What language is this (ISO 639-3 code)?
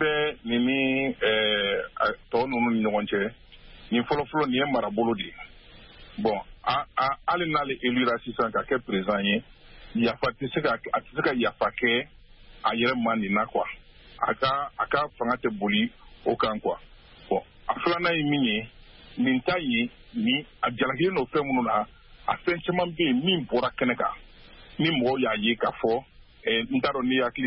bam